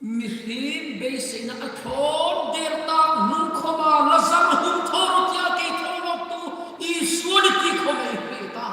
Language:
Hmar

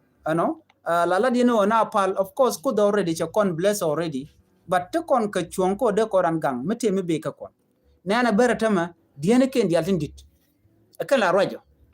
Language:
Nuer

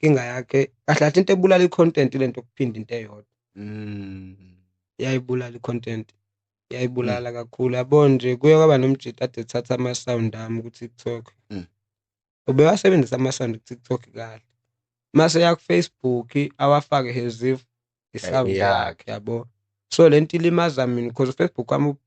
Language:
Zulu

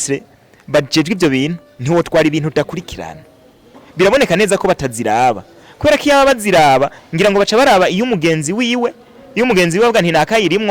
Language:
Rundi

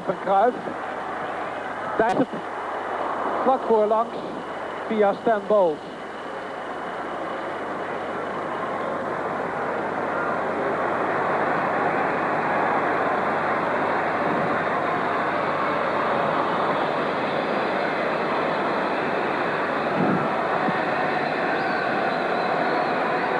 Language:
Dutch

